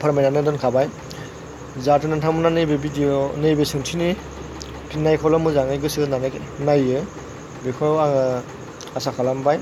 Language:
Bodo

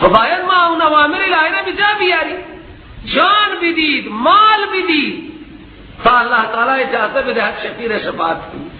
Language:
Persian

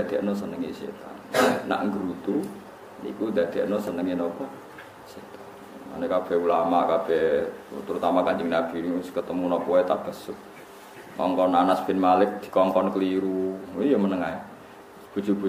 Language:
Javanese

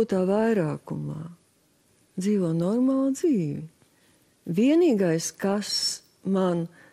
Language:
Latvian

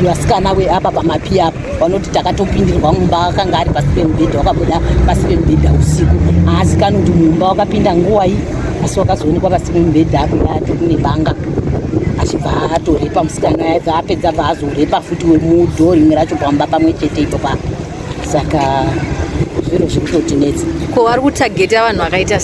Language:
Shona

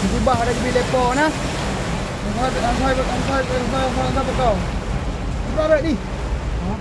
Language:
Achinese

